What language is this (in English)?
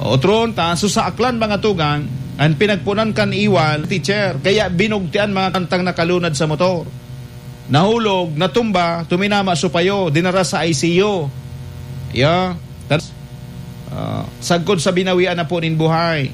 Bikol